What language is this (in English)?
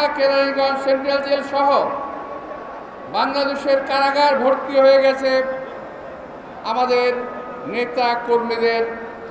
Bangla